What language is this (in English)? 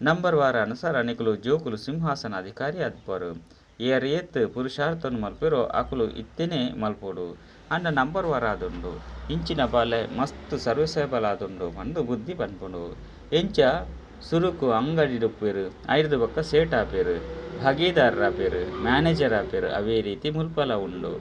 Tulu